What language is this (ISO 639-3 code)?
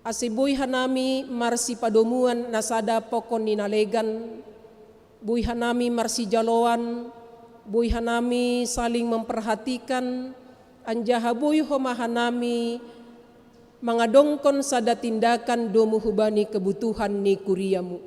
bts